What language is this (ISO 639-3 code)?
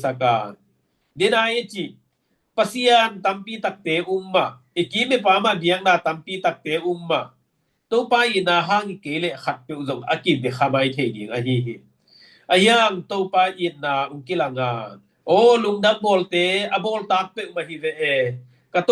ctd